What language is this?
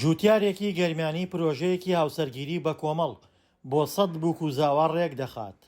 Central Kurdish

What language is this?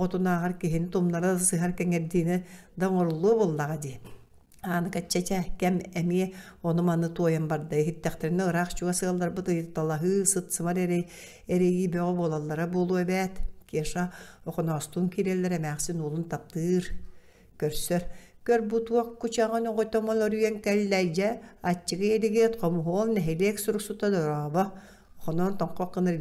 Yakut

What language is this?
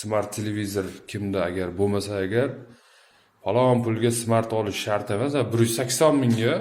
Uzbek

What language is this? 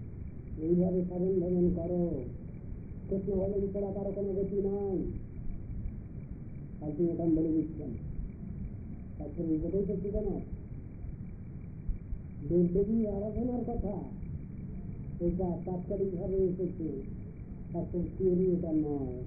Bangla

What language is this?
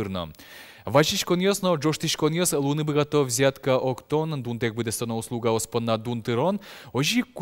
Udmurt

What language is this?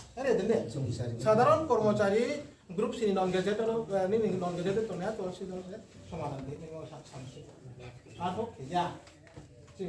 Riang (India)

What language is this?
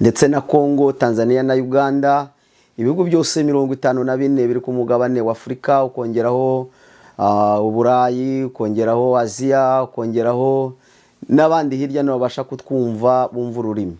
Kinyarwanda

